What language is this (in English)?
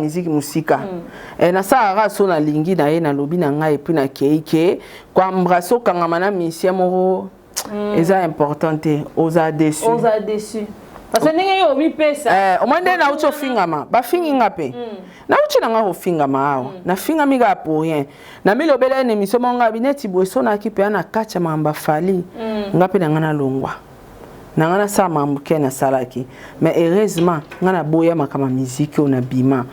Lingala